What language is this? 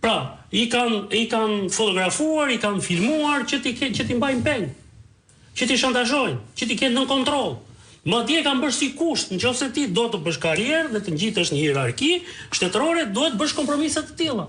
Albanian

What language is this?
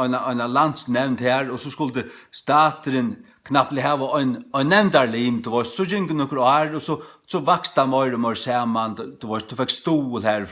Faroese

